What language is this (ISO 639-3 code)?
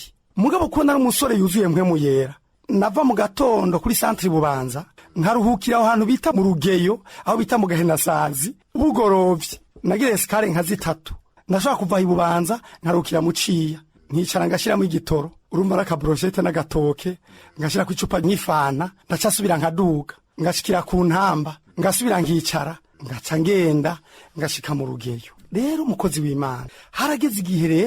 run